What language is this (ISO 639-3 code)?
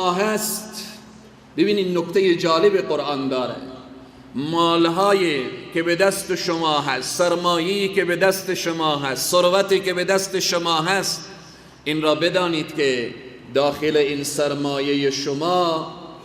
fas